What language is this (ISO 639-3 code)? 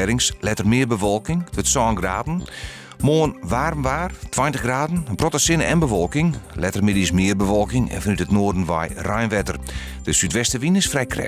fry